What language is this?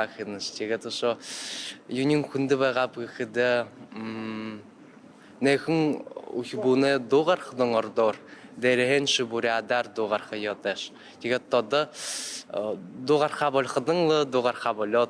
Buriat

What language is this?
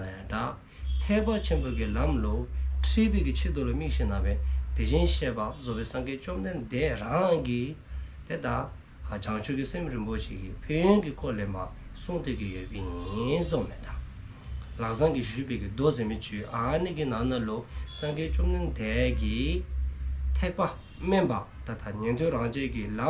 Dzongkha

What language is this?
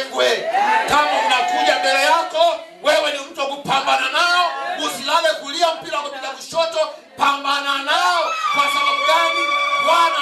Swahili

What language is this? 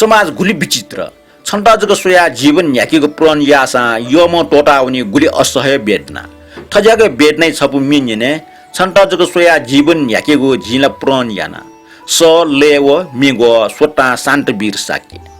Newari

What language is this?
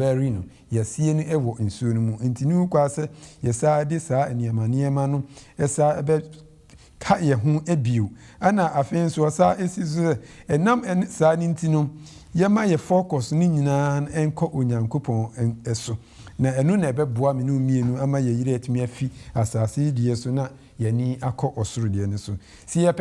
Akan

